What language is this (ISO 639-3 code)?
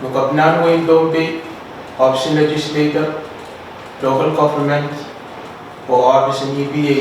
pon